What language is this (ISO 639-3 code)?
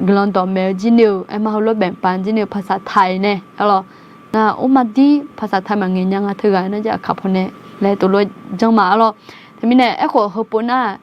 ahk